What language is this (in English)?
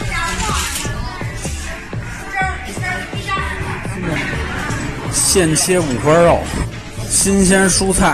Chinese